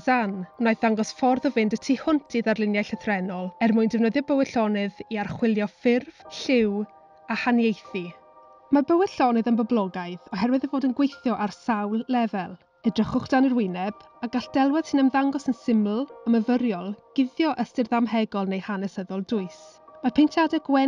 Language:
Welsh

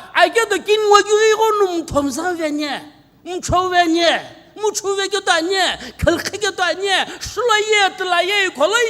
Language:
Sumi Naga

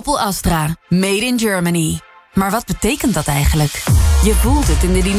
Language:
Dutch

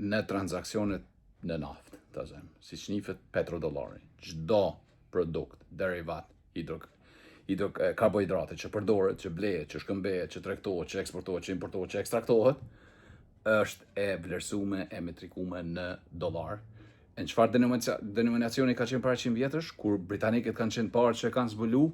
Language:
Albanian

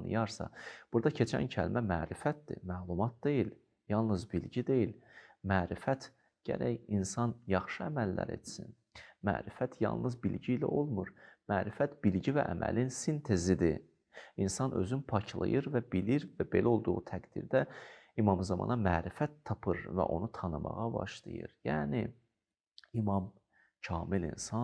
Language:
Azerbaijani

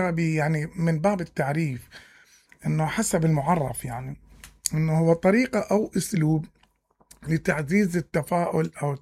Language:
Mesopotamian Arabic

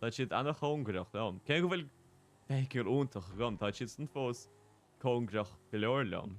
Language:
Irish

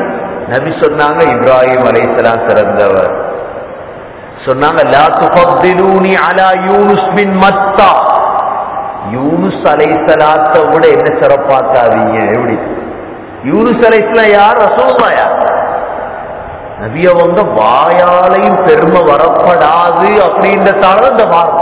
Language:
Tamil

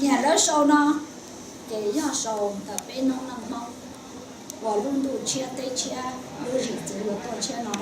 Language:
Hmong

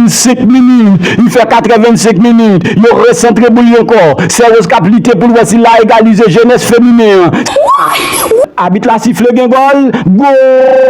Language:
Haitian Creole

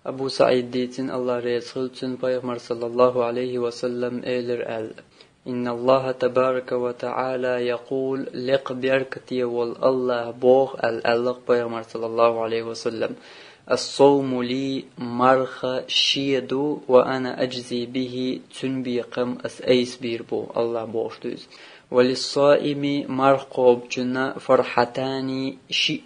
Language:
Chechen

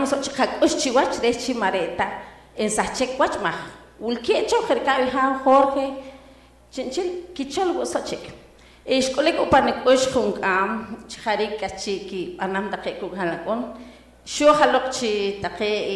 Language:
Poqomchi'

